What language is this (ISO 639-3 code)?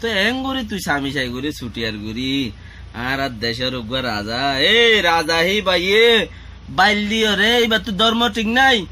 rhg